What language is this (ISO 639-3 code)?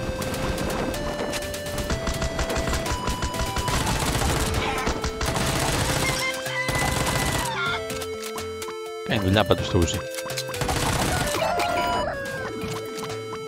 ell